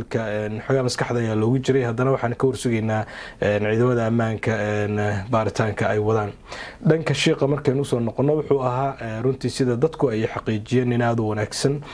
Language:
Somali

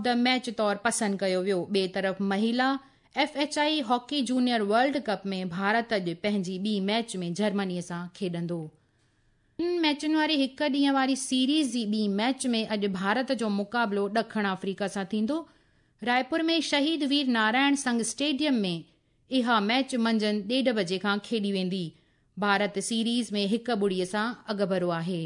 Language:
Sindhi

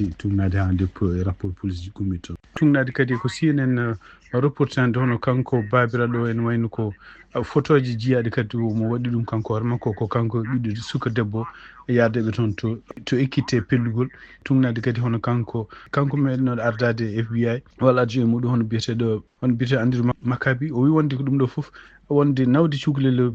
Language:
Fula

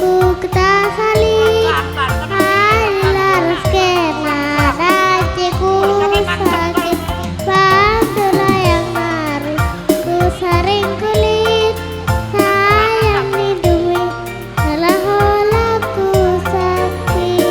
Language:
Batak Karo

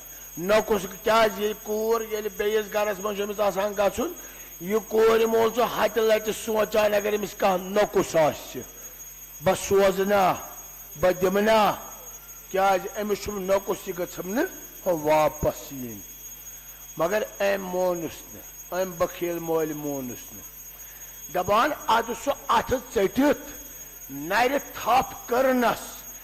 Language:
Kashmiri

